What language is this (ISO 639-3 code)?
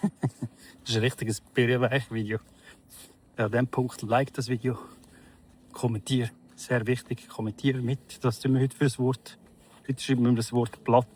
gsw